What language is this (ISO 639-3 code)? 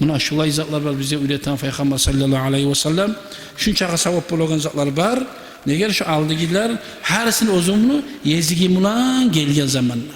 kum